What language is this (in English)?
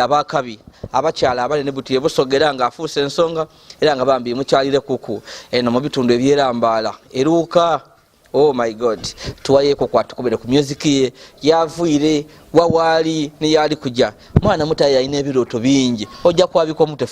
Soga